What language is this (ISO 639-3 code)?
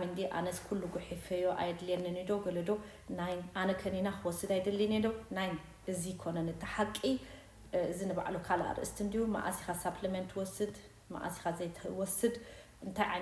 tir